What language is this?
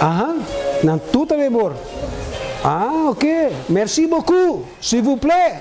Papiamento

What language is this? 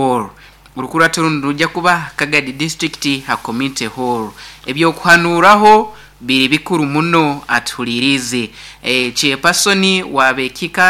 Nyoro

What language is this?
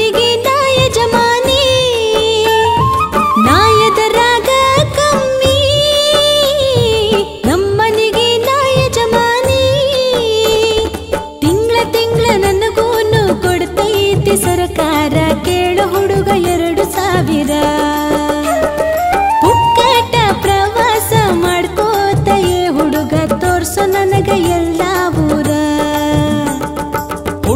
Kannada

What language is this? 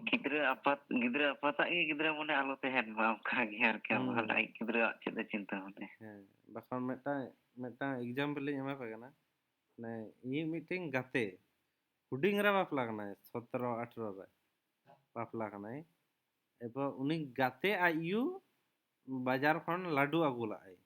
Santali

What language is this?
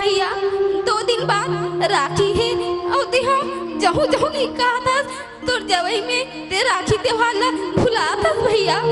Chhattisgarhi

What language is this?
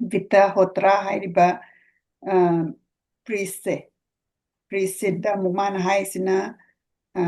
Manipuri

